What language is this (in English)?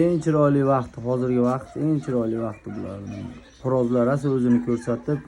Uzbek